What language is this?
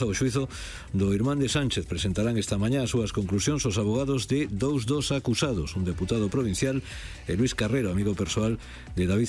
Galician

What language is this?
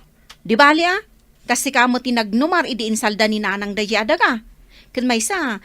Iloko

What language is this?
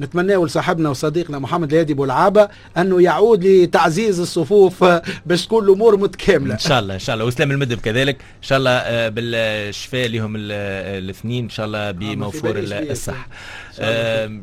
Tunisian Arabic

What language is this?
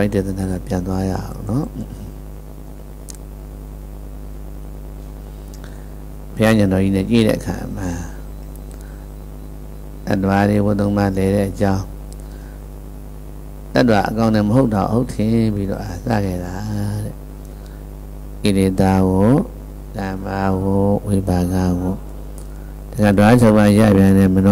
Burmese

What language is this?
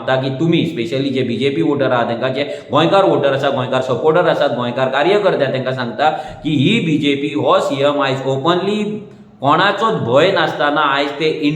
Konkani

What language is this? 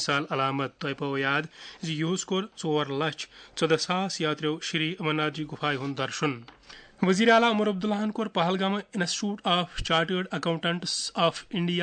Kashmiri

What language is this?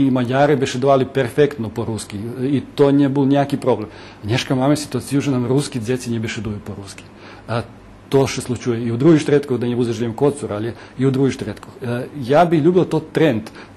Rusyn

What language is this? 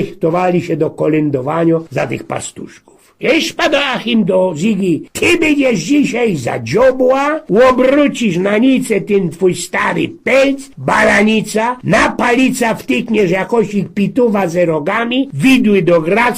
Silesian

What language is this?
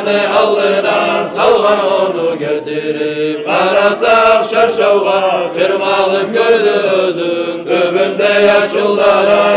Kumyk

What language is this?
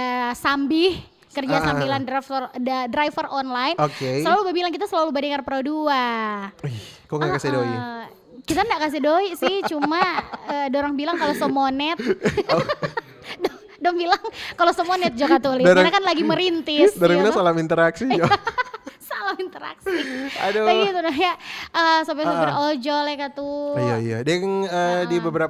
Manado Malay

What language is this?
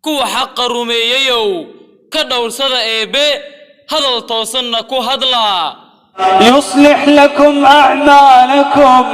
Somali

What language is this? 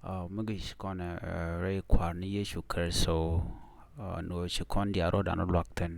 Nuer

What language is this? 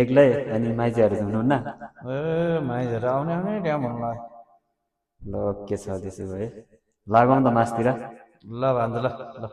Nepali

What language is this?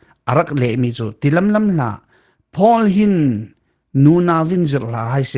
Falam Chin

